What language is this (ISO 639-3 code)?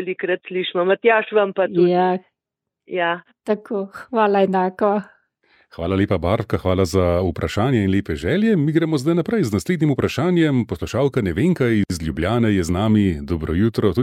slv